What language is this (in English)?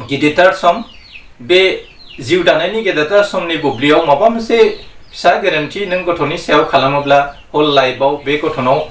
Bodo